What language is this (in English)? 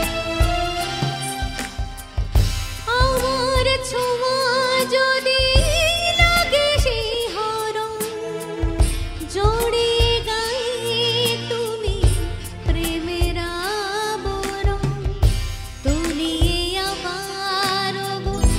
Bangla